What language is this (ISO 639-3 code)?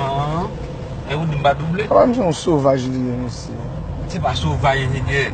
hat